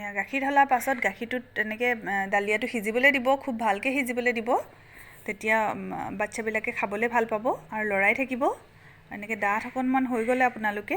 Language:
Assamese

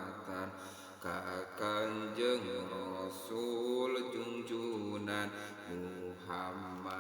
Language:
Sundanese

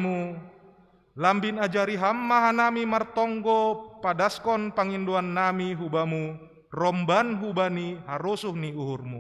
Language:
Batak Simalungun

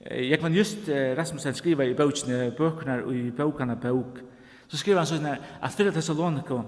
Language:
Faroese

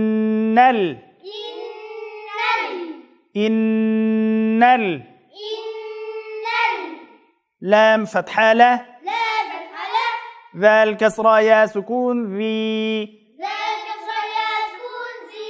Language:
Uyghur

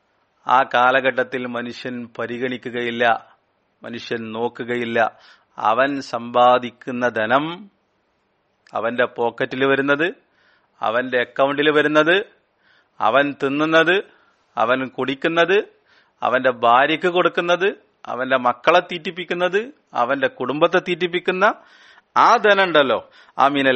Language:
Malayalam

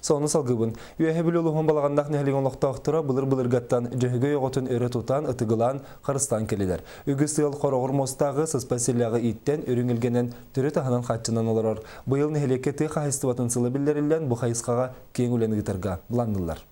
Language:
Yakut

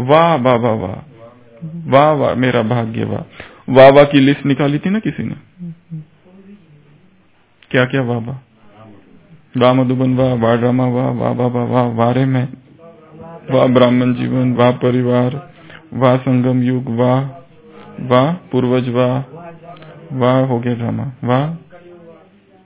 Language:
Hindi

